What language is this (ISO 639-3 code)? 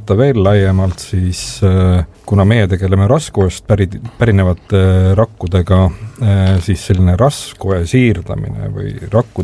est